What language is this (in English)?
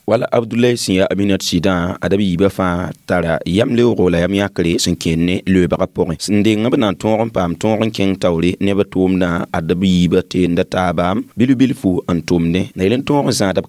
Mossi